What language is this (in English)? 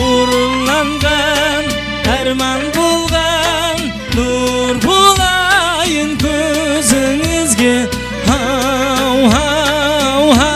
Kara-Kalpak